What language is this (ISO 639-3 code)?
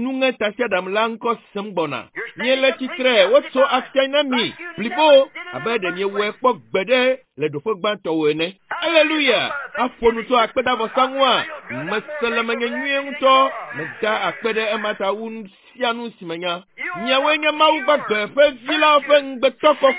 ewe